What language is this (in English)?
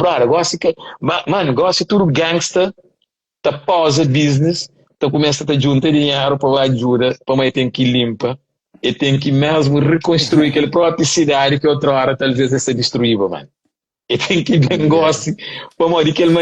Kabuverdianu